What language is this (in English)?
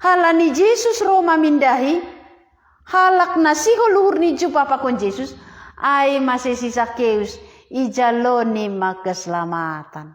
Batak Simalungun